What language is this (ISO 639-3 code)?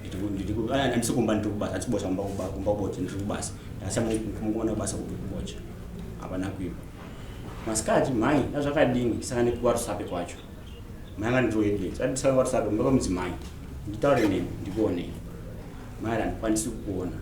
sna